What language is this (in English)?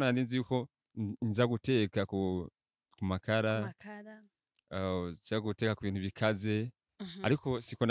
Rundi